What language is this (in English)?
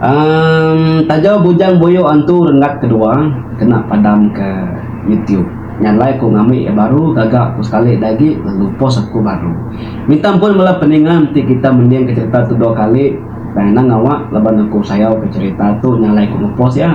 Iban